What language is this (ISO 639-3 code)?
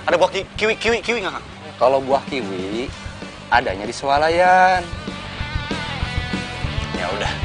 ind